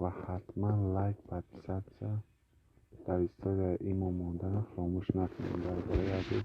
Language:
Tajik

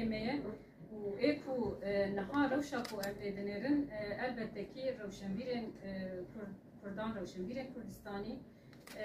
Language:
Kurdish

